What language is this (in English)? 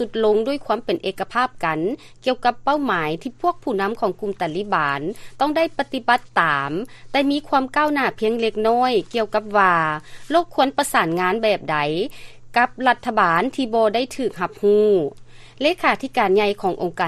Lao